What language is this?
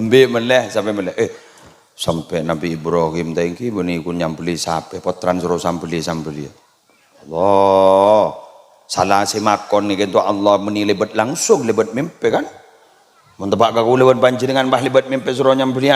Madurese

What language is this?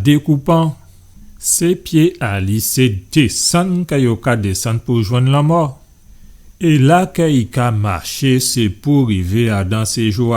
Guadeloupean Creole French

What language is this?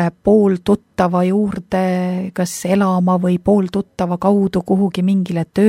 Estonian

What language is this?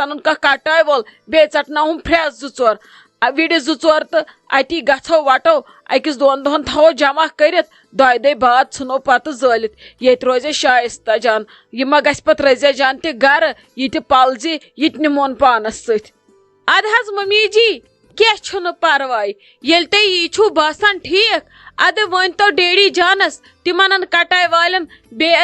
Kashmiri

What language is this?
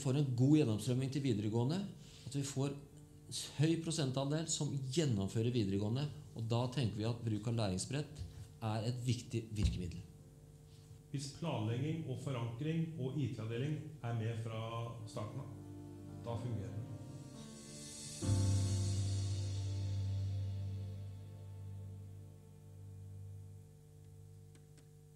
Norwegian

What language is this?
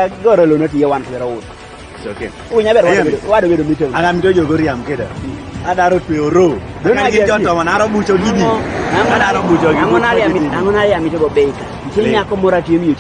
Kumam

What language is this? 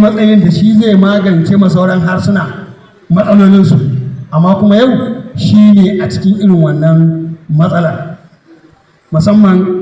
Hausa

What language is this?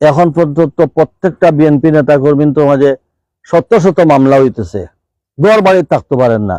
Sylheti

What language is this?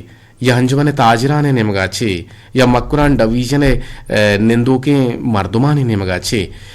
Eastern Balochi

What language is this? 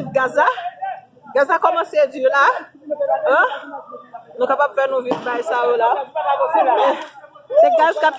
Haitian Creole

